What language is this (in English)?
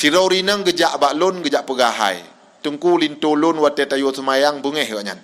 Achinese